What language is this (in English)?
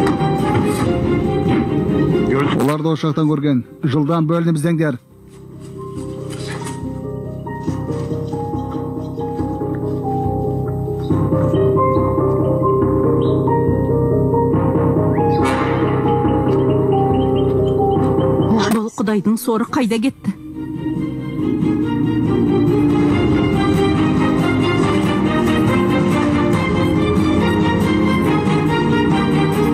Kazakh